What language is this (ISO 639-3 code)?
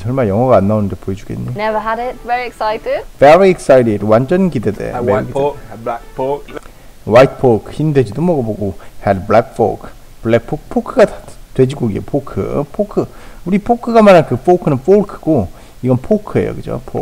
kor